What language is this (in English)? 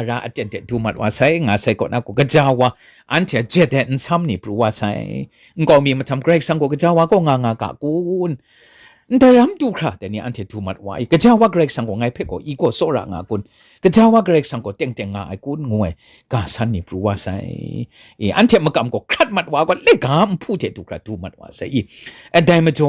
Kachin